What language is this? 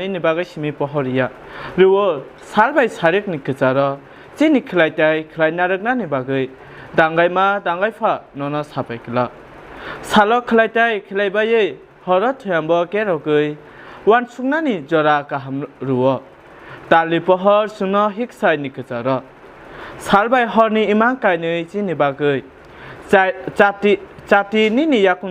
Kok Borok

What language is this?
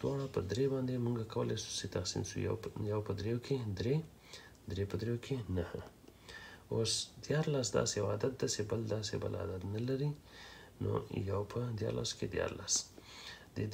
Pashto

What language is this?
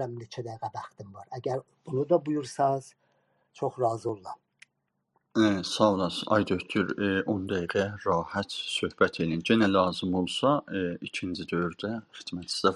South Azerbaijani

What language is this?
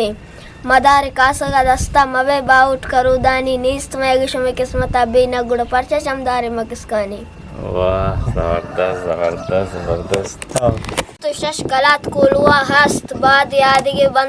Eastern Balochi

